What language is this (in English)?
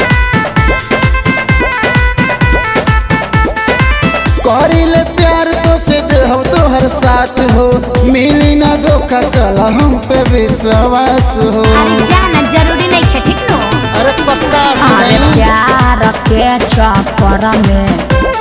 Bhojpuri